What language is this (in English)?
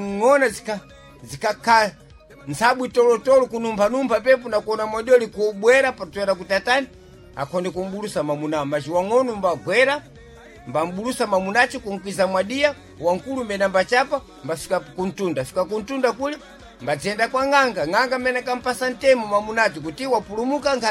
Sena